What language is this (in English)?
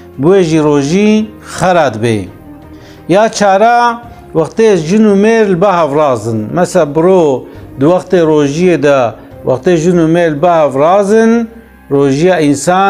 Kurdish